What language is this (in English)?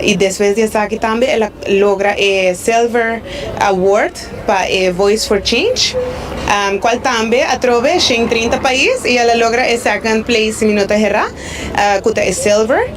Papiamento